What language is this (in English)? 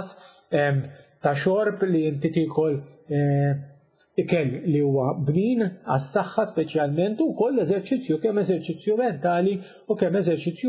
Maltese